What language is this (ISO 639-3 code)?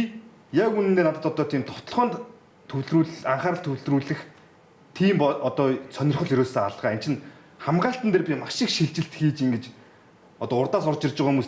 mon